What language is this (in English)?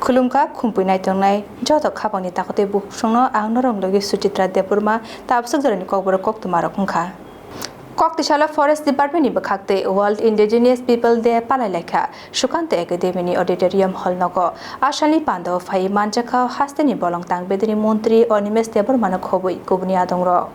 Kok Borok